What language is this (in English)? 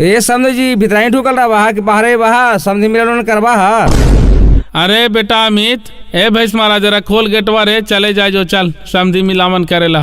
Magahi